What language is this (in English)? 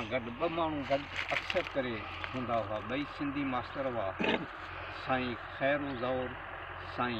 Sindhi